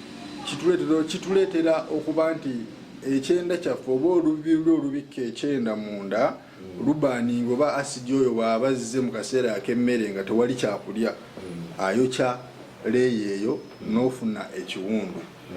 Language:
Ganda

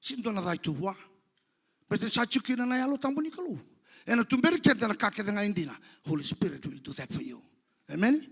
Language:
Fijian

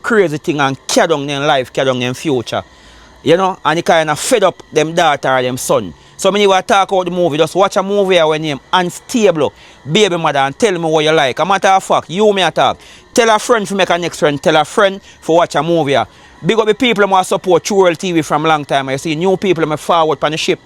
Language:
Jamaican Creole English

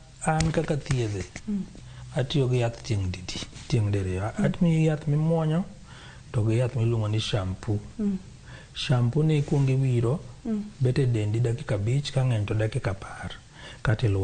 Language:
Luo (Kenya and Tanzania)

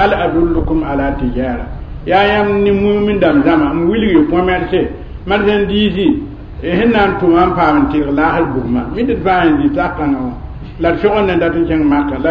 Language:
Mossi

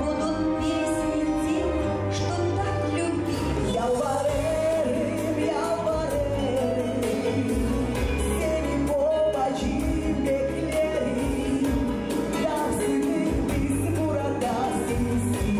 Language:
Gagauz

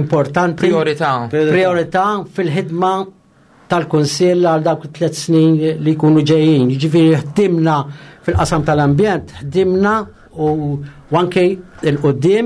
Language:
Maltese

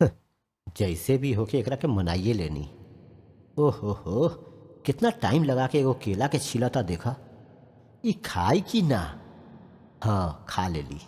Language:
Bhojpuri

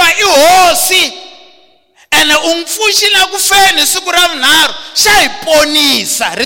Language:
Tsonga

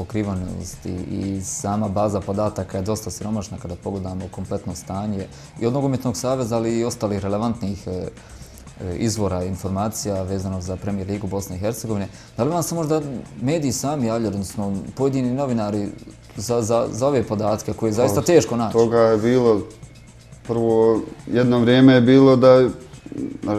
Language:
Bosnian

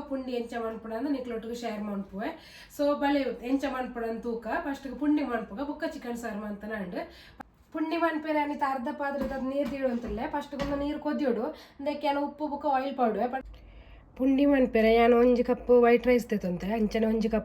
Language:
Tulu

